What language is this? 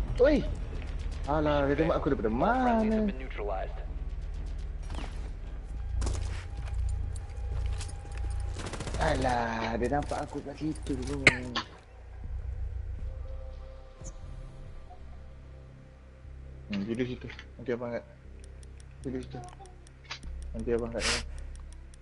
Malay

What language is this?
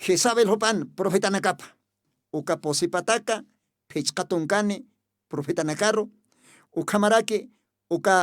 Aymara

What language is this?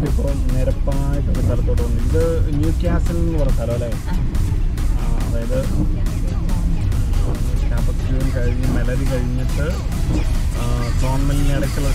Malayalam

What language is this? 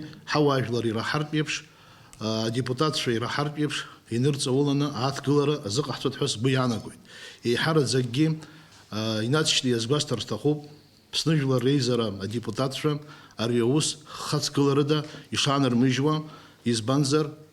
Abkhazian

